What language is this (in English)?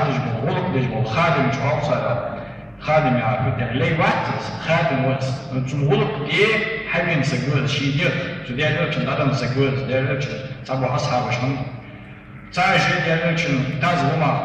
Ingush